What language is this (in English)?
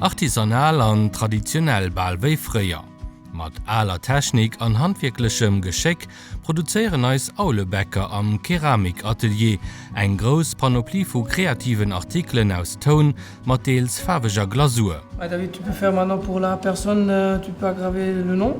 Luxembourgish